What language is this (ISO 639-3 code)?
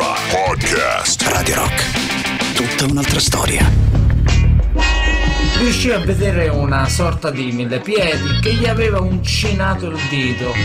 ita